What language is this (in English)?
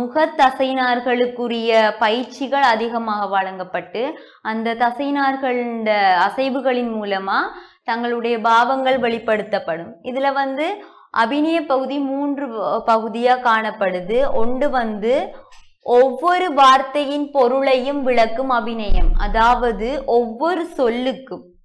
Tamil